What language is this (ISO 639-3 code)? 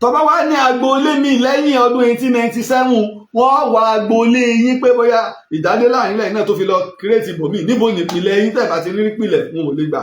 yor